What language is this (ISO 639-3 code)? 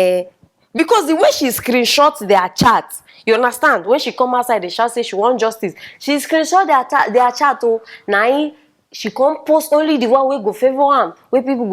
pcm